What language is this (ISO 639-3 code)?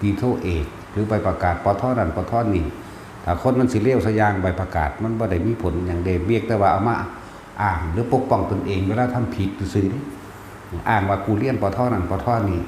tts